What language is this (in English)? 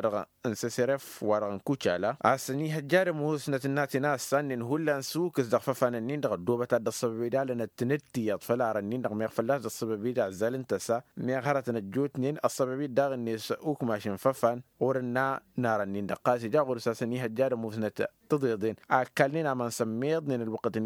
Tamasheq